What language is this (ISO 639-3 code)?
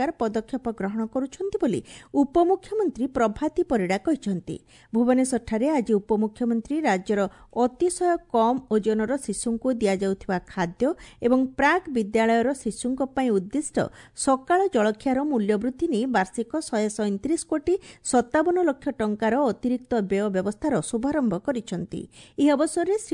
ori